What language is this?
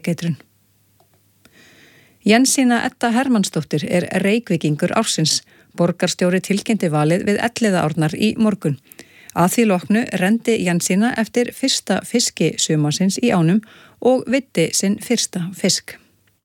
Icelandic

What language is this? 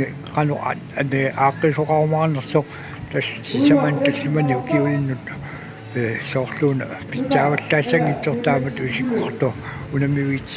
Kalaallisut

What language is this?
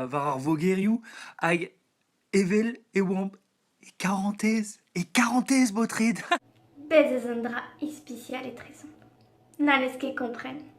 Breton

